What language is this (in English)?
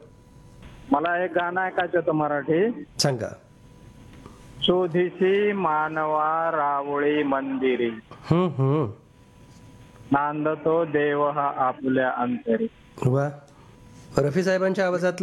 Marathi